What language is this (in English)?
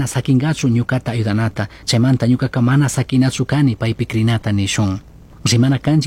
Chimborazo Highland Quichua